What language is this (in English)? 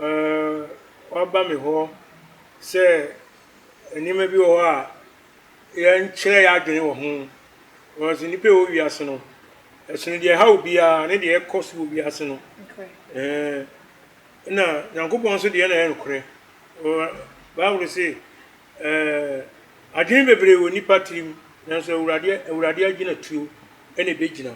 Akan